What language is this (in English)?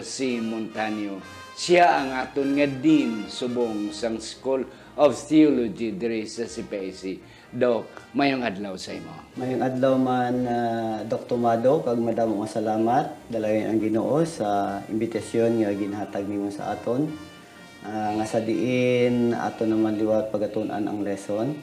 Hiligaynon